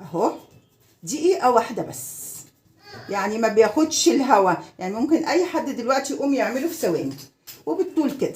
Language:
Egyptian Arabic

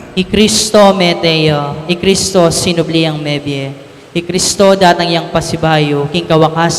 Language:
Pampanga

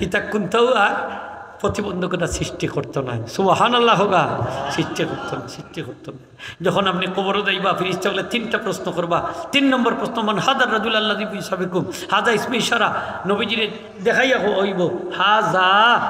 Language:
Sylheti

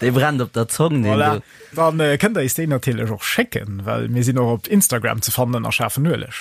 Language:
Luxembourgish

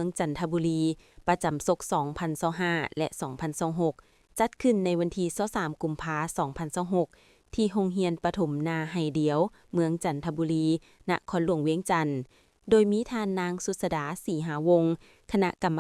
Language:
Lao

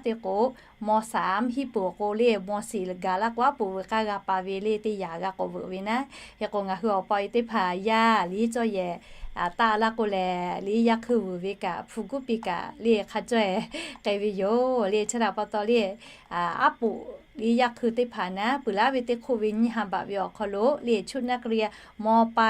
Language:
Lahu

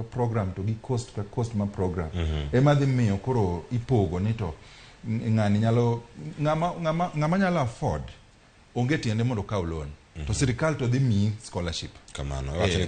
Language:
Luo (Kenya and Tanzania)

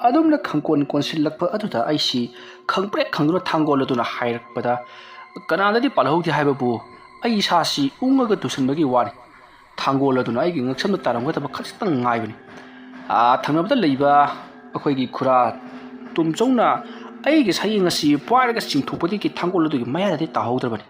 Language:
Manipuri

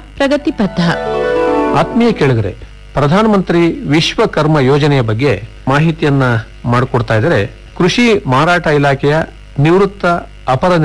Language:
Kannada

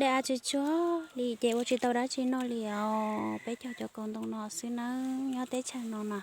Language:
Hmong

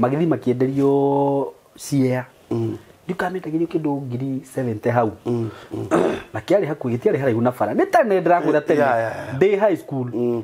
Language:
Kikuyu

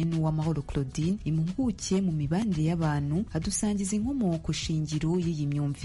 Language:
Kinyarwanda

